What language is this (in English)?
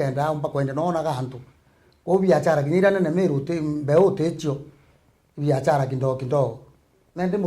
Meru